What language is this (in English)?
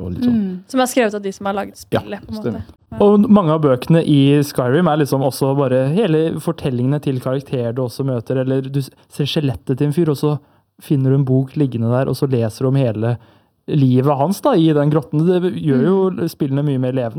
Norwegian